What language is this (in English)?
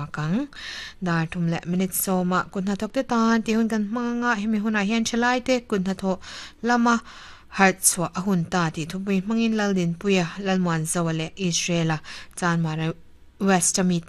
Mizo